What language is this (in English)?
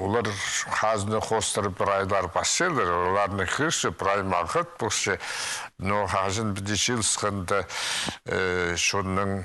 Khakas